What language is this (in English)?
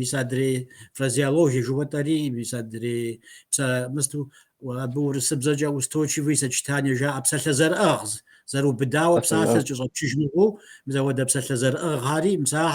Kabardian